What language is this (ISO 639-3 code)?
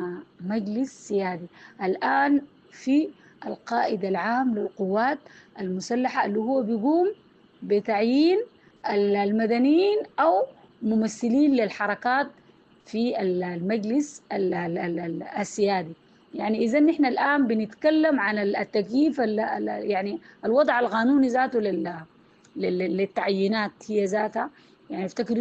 apd